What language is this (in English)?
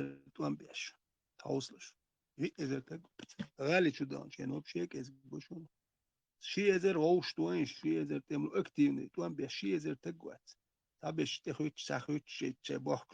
Chechen